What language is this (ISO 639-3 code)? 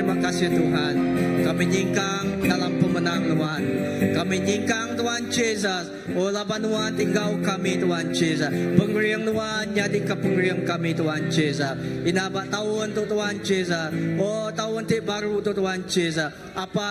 iba